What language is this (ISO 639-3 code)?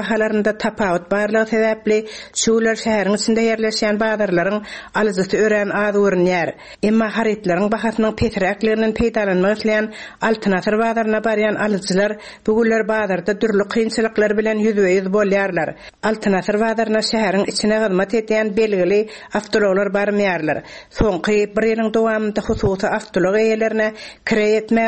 tuk